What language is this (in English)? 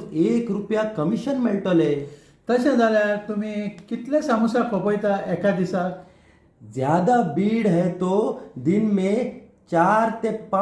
Konkani